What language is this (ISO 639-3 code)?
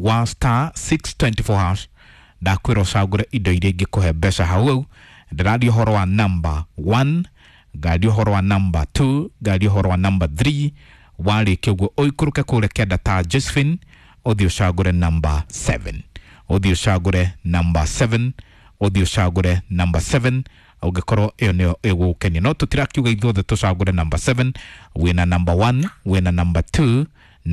kik